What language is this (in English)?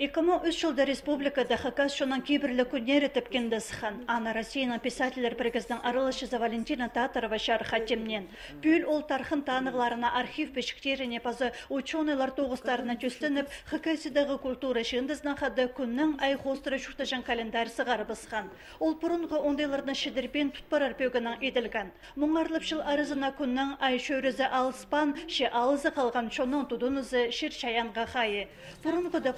Khakas